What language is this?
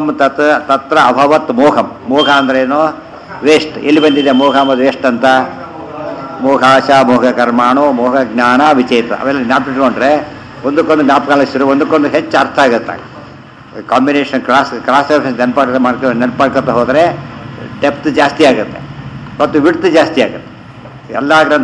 Kannada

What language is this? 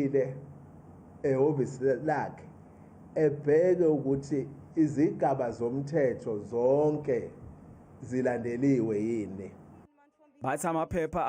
Zulu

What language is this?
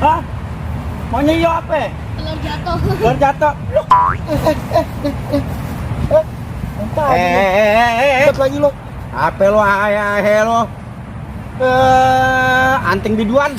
Betawi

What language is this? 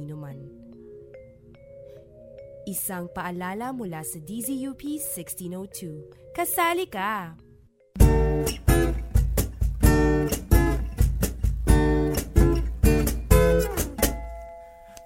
Filipino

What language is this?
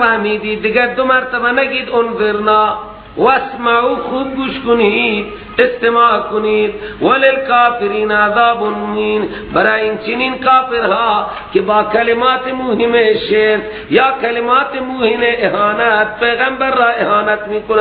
Persian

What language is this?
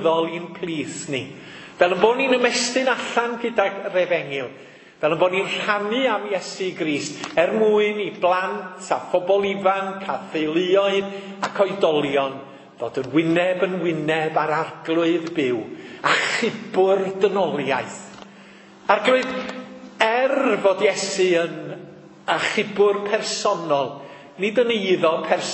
Welsh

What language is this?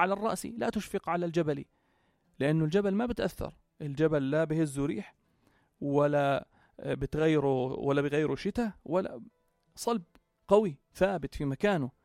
North Levantine Arabic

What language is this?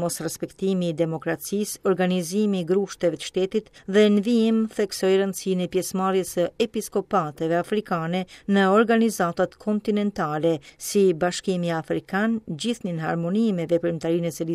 Albanian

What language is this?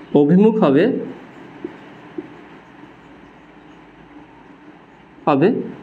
Bangla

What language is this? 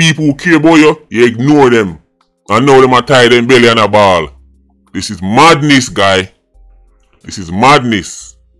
Jamaican Creole English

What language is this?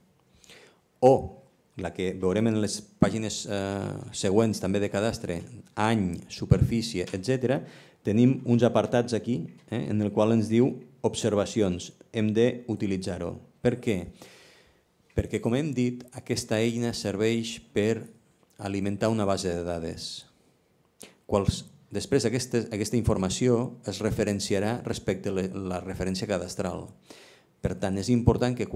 Catalan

